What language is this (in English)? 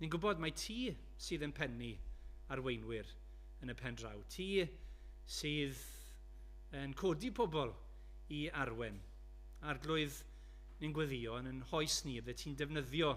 Welsh